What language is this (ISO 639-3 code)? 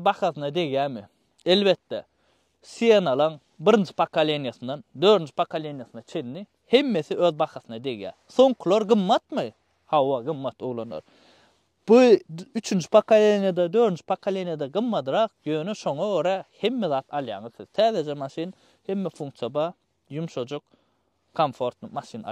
tuk